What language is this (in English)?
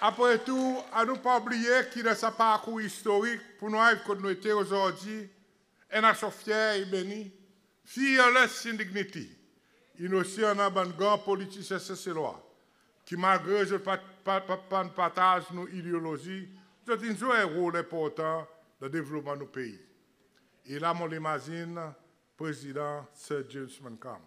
Seselwa Creole French